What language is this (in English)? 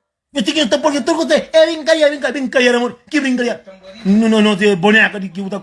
Kabuverdianu